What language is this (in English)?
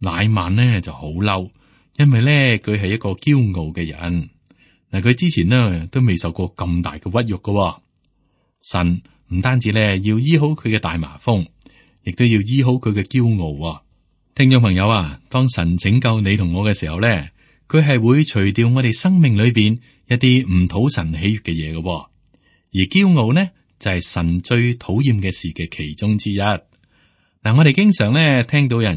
Cantonese